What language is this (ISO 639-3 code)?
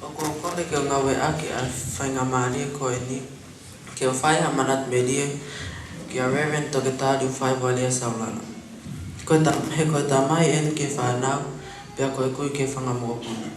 ton